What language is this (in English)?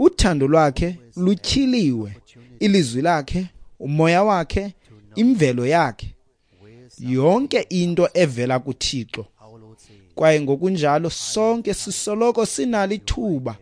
Xhosa